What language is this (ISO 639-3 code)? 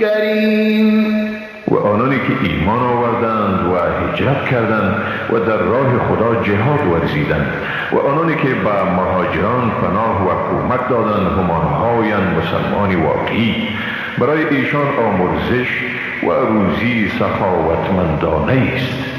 fas